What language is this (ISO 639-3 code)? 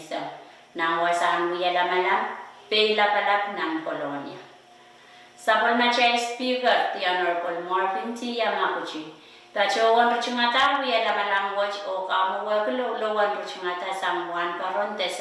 pon